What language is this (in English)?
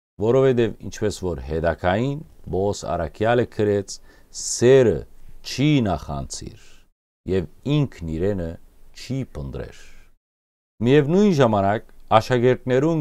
Western Armenian